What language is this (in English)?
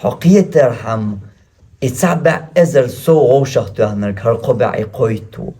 Chechen